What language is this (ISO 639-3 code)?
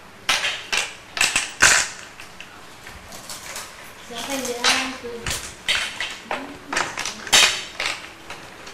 ind